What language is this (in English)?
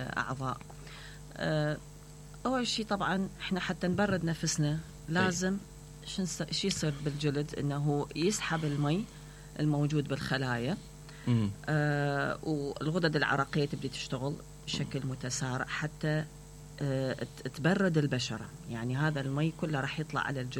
Mesopotamian Arabic